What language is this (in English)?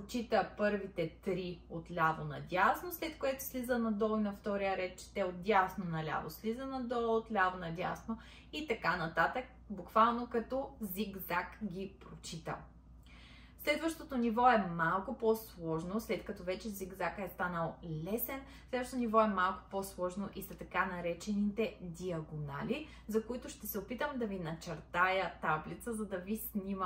Bulgarian